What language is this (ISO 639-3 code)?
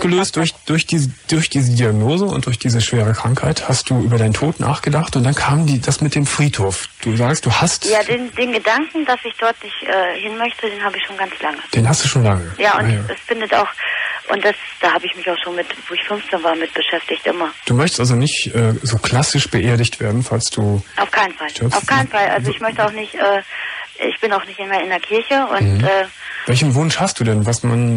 deu